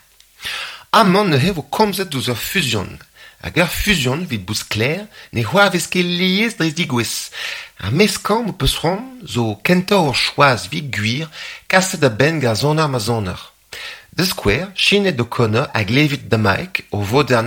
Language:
Breton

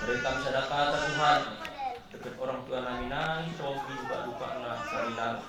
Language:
Batak Karo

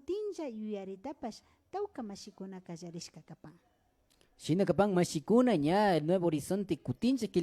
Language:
Imbabura Highland Quichua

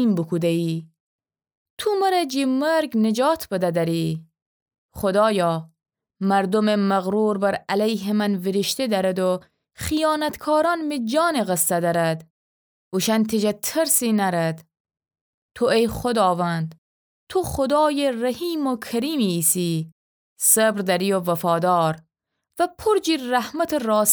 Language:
Gilaki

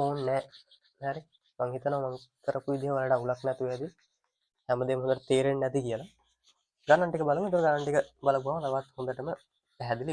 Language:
Sinhala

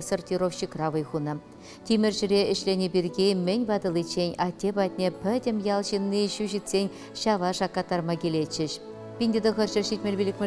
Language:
Chuvash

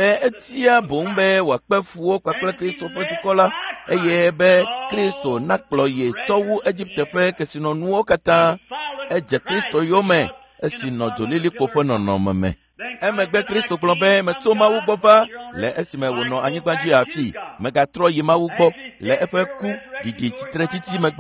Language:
Ewe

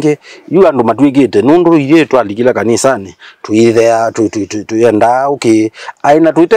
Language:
Kamba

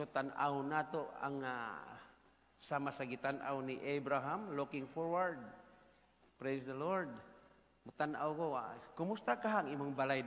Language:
Cebuano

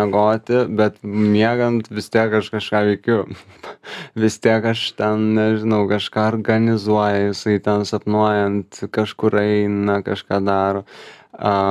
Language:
Lithuanian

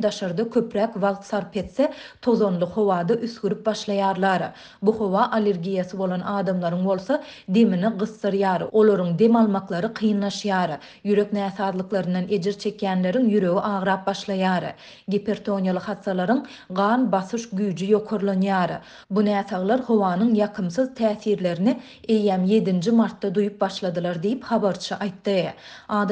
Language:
Turkmen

